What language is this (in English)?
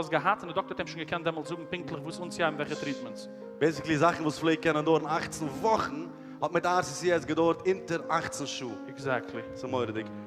Yiddish